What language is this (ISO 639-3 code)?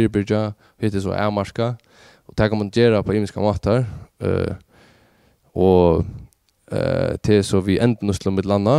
fao